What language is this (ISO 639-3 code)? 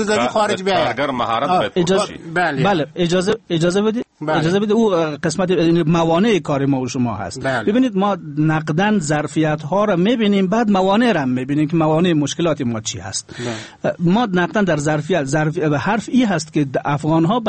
fas